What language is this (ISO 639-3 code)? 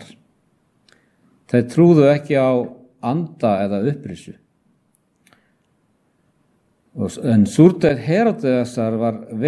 isl